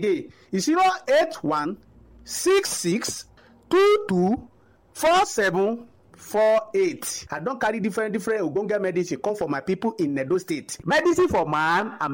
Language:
Nigerian Pidgin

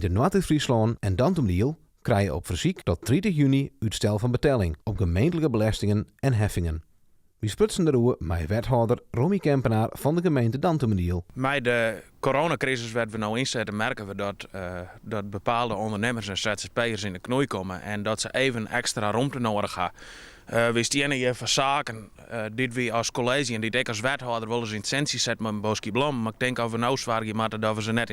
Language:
Western Frisian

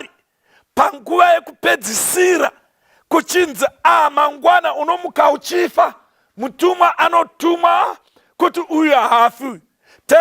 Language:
Shona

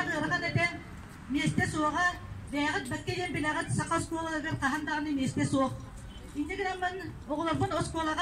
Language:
Yakut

